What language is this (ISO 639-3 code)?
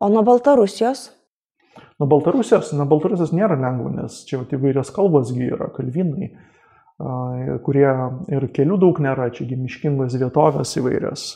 lit